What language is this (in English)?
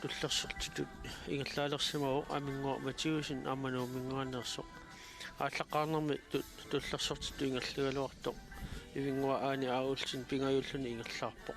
Kalaallisut